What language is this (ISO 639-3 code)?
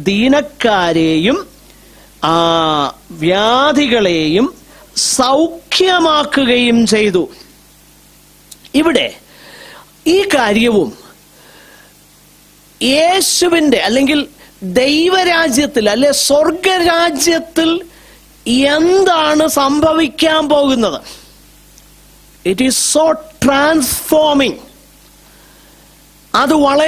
mal